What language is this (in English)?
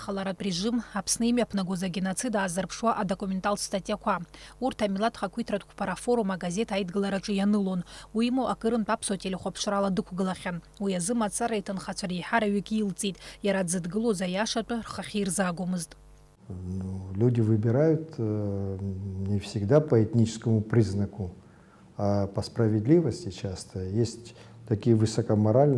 Abkhazian